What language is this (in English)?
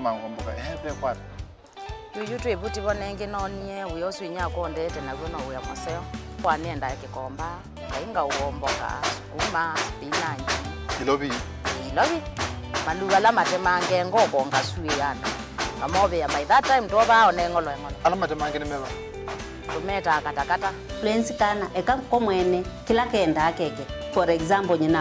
Kamba